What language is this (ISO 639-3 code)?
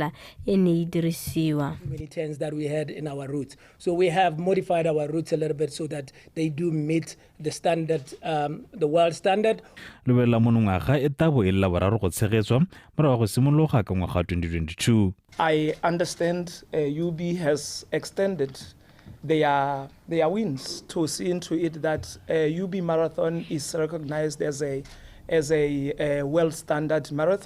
tsn